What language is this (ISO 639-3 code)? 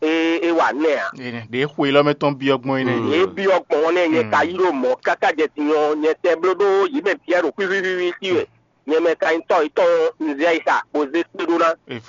fon